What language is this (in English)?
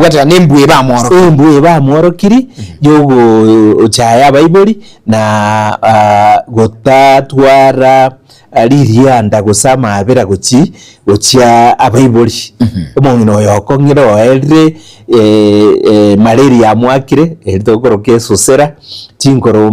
Gusii